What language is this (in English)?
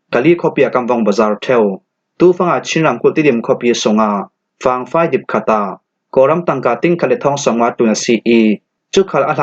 Falam Chin